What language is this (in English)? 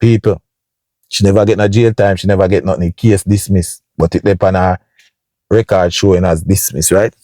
Jamaican Creole English